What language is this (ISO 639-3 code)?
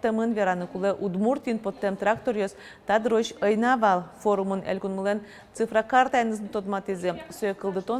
udm